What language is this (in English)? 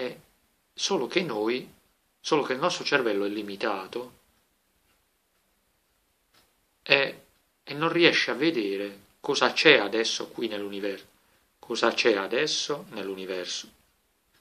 Italian